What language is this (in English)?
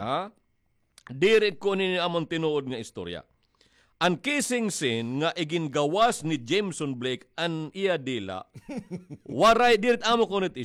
Waray